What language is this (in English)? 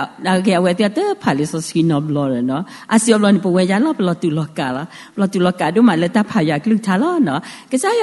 S'gaw Karen